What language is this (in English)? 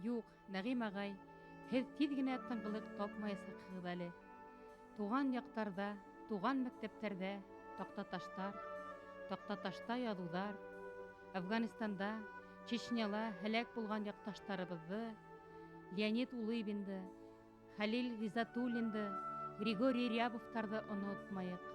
Bashkir